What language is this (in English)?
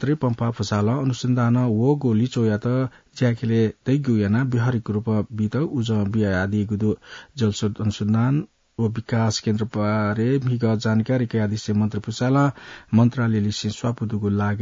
Newari